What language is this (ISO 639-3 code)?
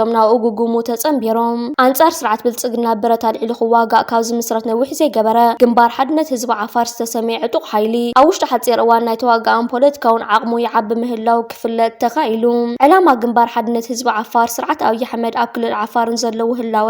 tir